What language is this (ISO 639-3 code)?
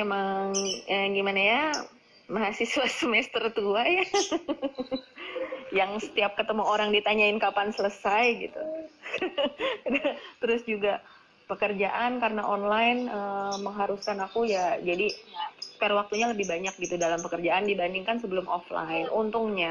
ind